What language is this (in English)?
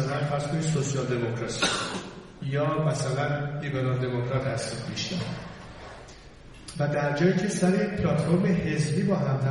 Persian